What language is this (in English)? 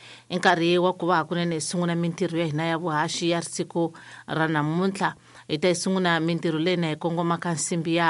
Tsonga